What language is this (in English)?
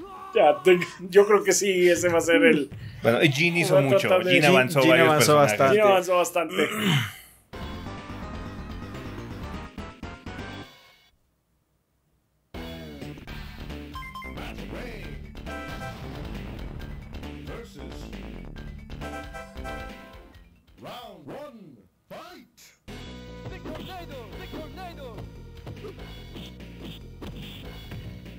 Spanish